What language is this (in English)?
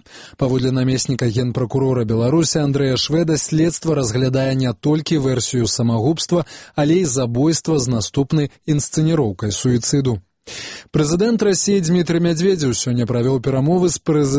Belarusian